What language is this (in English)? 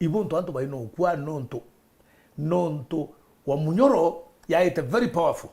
Meru